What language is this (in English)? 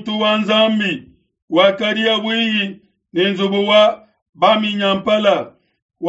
Luba-Lulua